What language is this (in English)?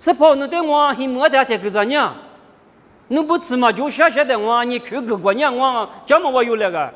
Lisu